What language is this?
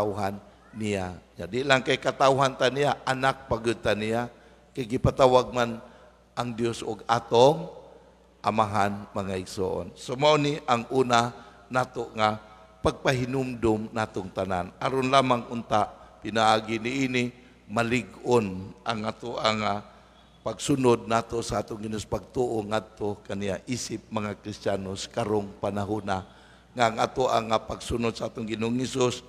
Cebuano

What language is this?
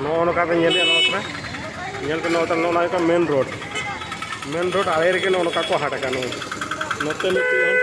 Santali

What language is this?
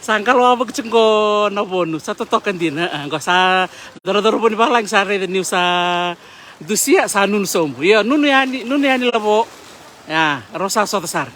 Fijian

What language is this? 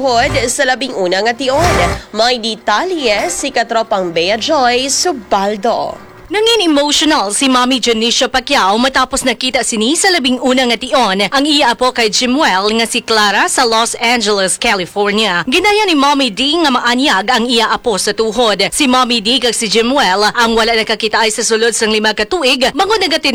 Hiligaynon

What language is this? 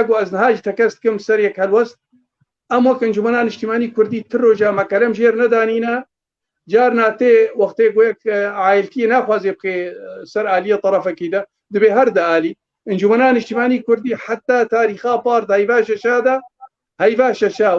Kurdish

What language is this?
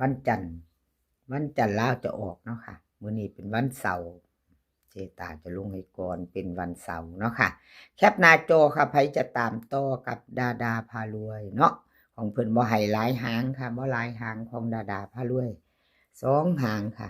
Northeastern Thai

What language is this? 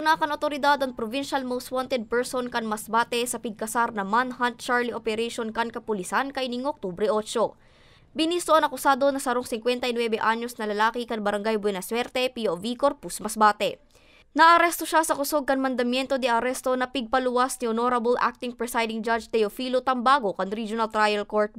Bikol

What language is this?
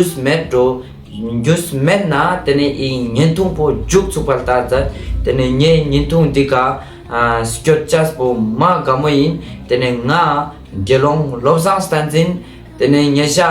Ladakhi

